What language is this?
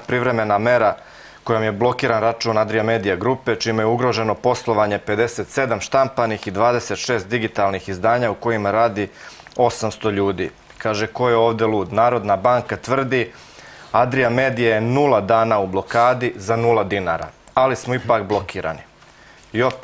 Serbian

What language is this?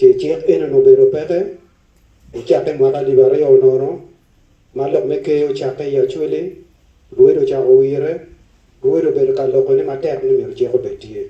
Acoli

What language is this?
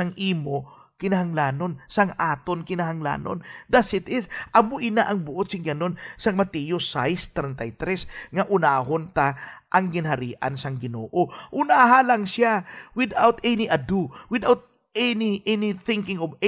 Hiligaynon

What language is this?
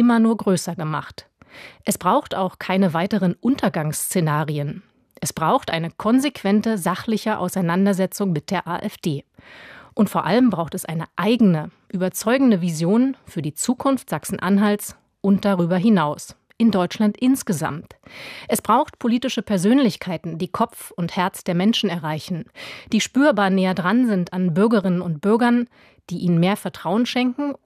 German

